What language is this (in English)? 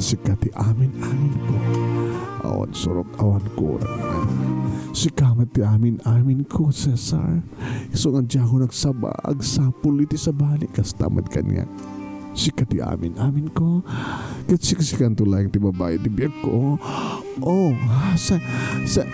Iloko